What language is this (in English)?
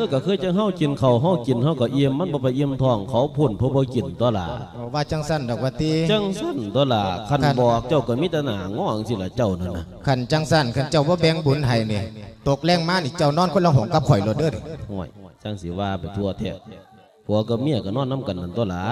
Lao